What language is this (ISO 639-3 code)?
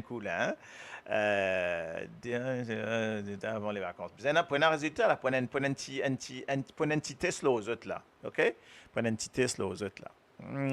mfe